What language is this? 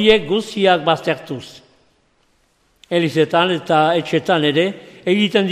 Basque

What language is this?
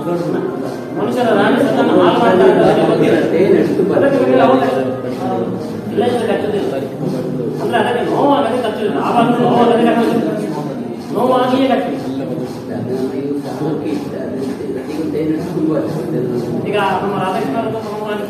Kannada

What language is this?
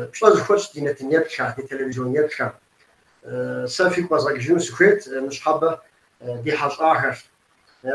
Kabardian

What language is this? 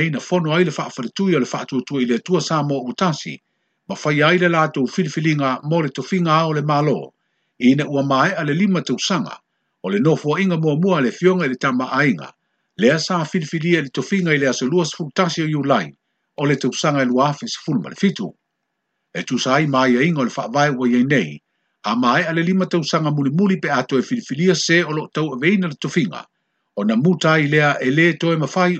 Samoan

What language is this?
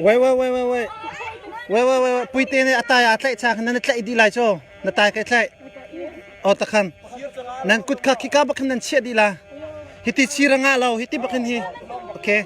Hakha Chin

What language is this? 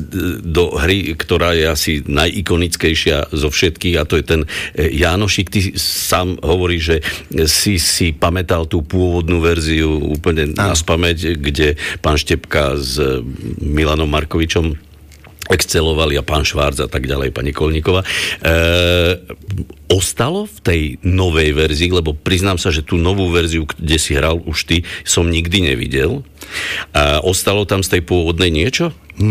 Slovak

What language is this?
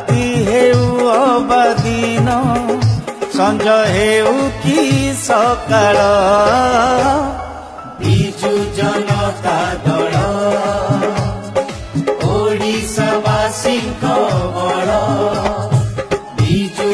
Odia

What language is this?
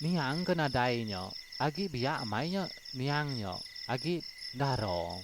Iban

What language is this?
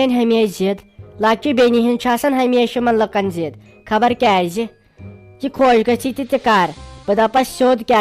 Kashmiri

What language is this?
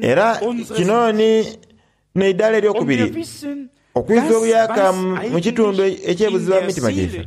Soga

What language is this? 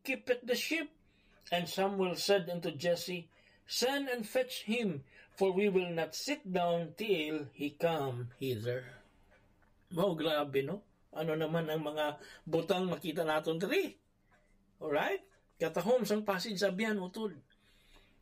Hiligaynon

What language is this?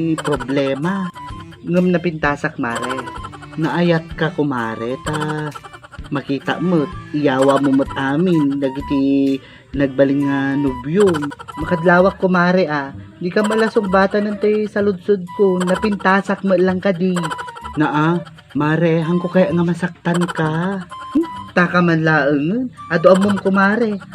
Iloko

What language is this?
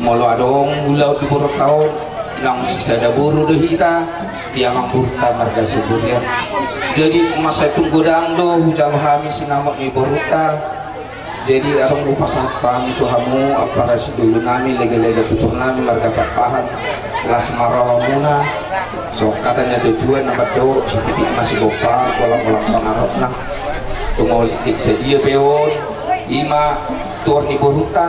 Batak Toba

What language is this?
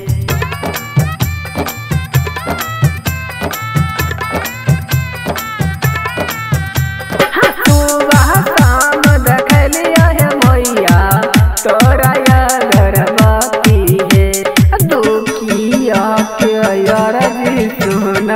Bhojpuri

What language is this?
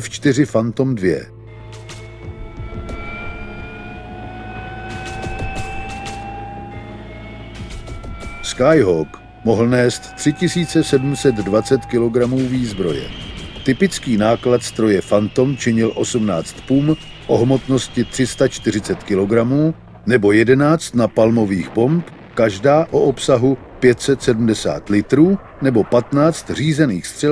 Czech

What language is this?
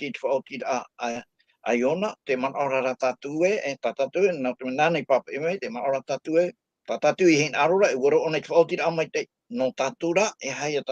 Tahitian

